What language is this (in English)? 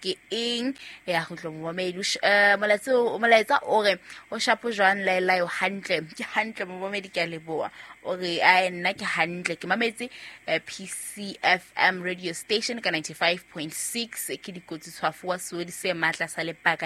Southern Sotho